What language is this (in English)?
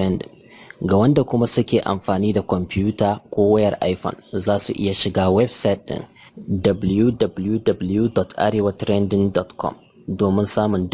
Hausa